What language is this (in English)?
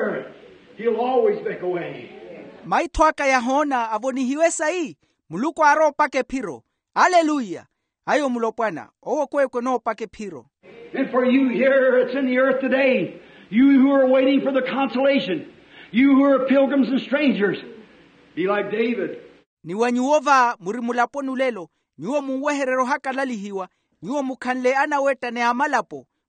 Makhuwa